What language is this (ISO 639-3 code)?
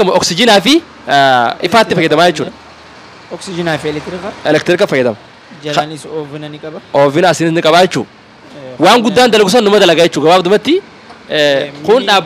orm